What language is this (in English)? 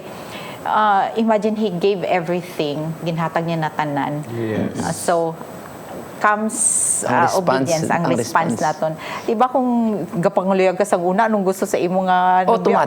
Hiligaynon